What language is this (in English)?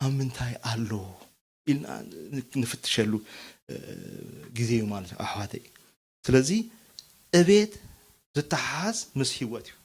Tigrinya